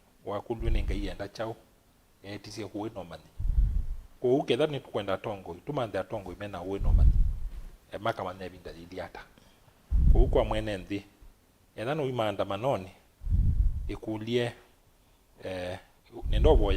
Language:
Kamba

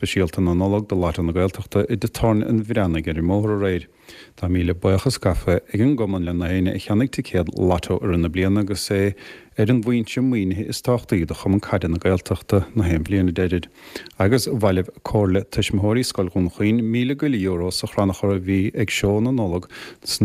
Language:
Irish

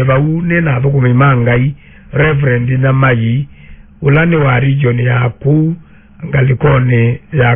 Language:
Kamba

